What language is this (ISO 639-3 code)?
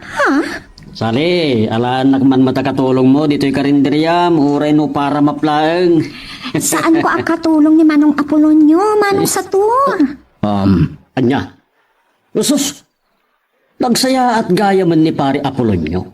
ilo